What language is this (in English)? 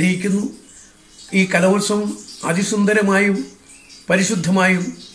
Malayalam